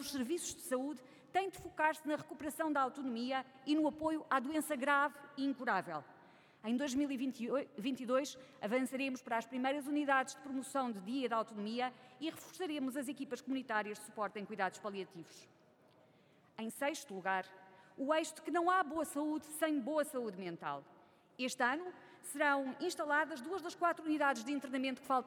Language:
Portuguese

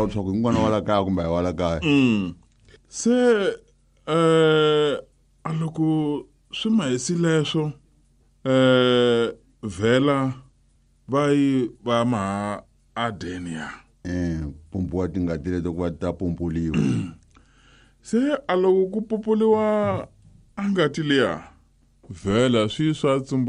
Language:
Tsonga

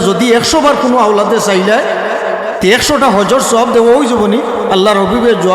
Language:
Sylheti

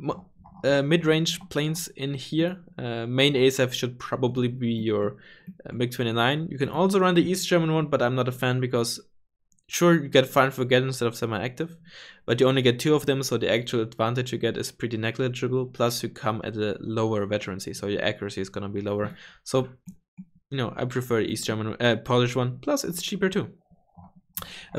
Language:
English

